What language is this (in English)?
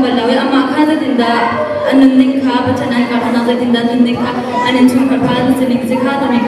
Hakha Chin